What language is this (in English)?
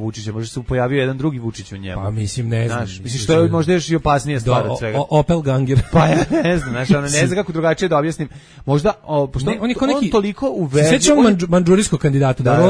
Serbian